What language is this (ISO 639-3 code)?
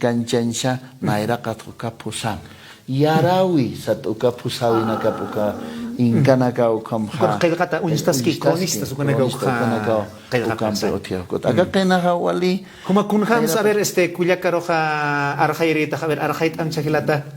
aym